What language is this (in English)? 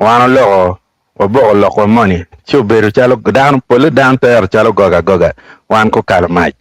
Acoli